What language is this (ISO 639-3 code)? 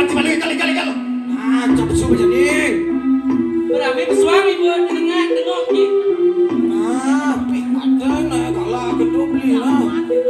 ban